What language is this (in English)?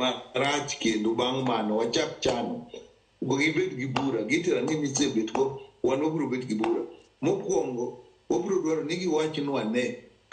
Luo (Kenya and Tanzania)